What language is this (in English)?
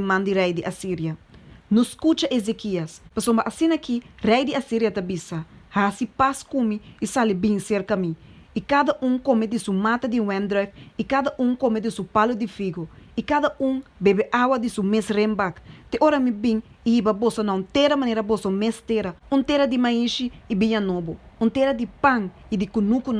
Papiamento